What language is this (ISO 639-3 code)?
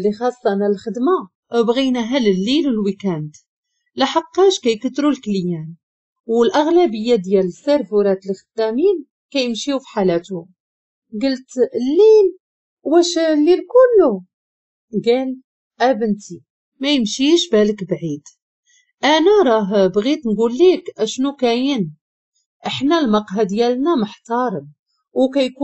ary